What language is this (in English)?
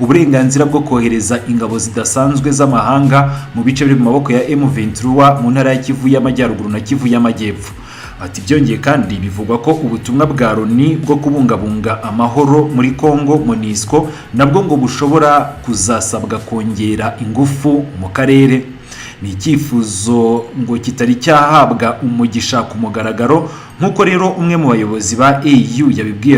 Kinyarwanda